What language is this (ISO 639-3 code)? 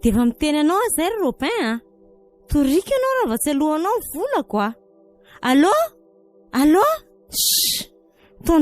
mlg